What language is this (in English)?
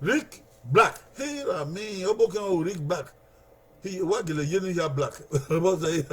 Bini